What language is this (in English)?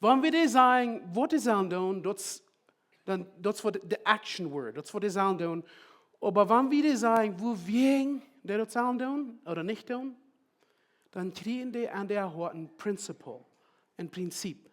Plautdietsch